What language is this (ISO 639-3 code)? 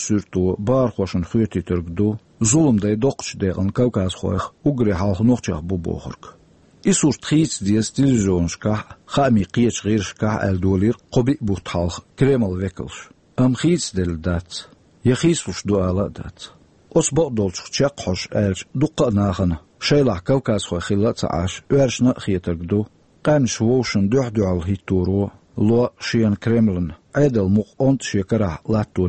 che